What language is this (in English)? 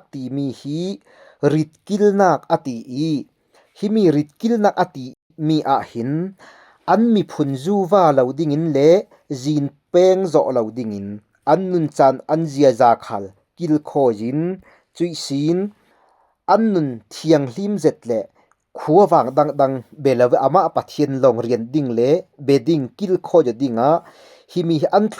Falam Chin